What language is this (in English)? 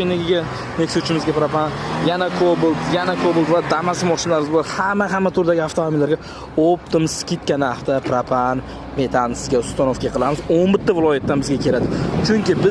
Uzbek